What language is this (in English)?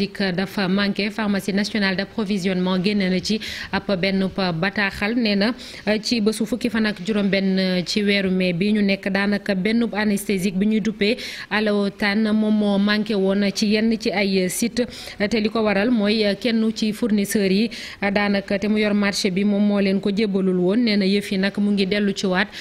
Wolof